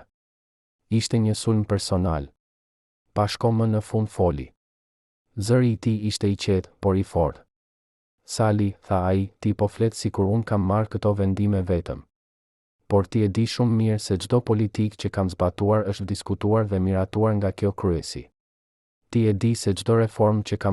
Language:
Albanian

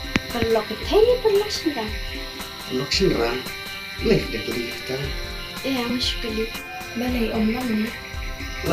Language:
Khasi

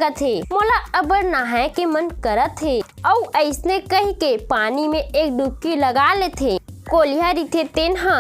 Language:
Chhattisgarhi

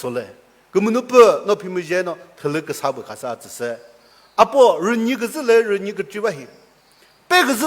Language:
Chokri Naga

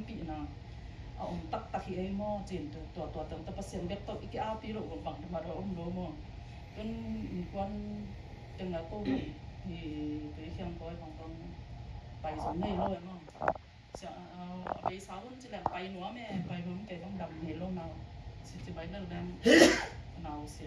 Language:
Tedim Chin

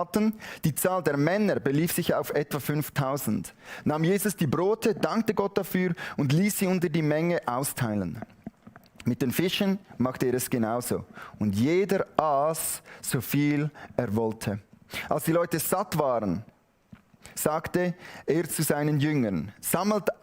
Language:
Swiss German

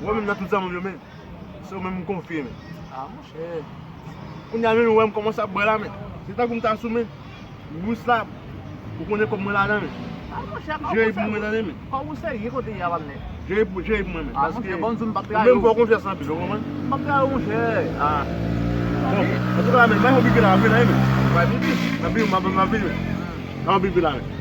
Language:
Haitian Creole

